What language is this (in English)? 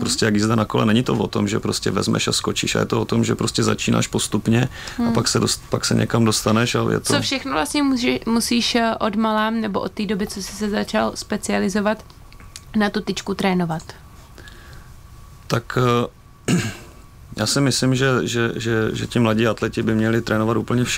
Czech